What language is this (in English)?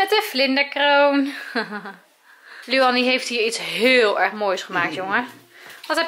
Dutch